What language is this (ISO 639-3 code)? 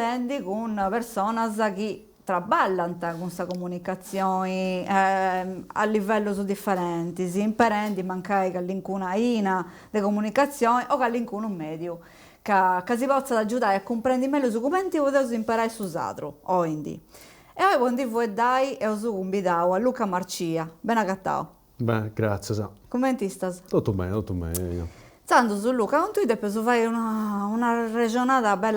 srd